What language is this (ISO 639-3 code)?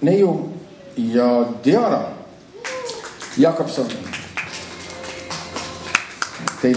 est